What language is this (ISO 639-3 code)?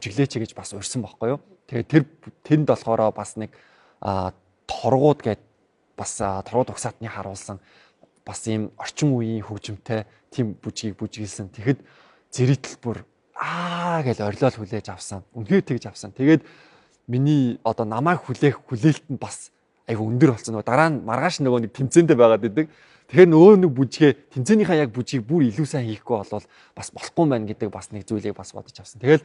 mon